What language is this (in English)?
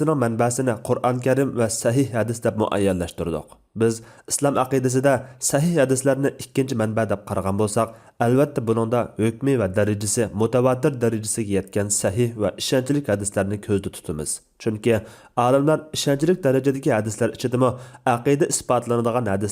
Uyghur